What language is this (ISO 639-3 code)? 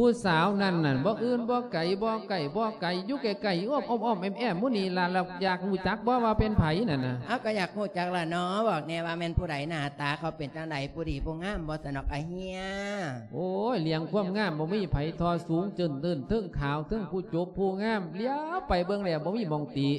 lao